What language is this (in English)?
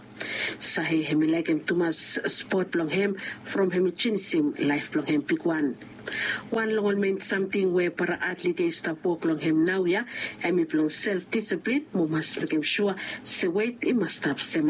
Bislama